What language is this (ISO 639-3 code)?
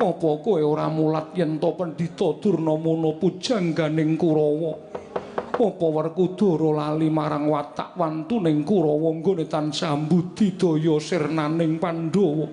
jav